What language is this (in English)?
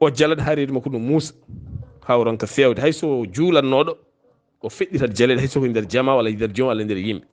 Fula